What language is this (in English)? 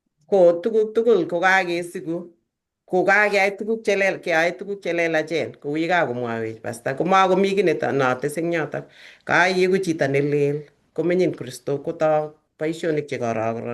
Kalenjin